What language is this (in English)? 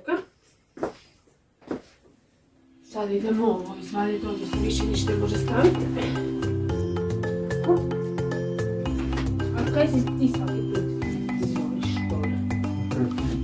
Croatian